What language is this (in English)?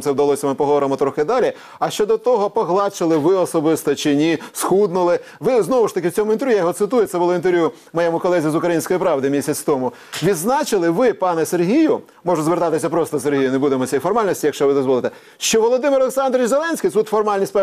Ukrainian